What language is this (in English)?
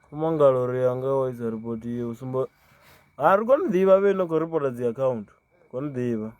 Venda